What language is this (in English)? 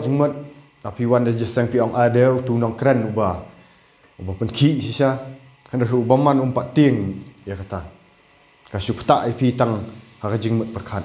Khasi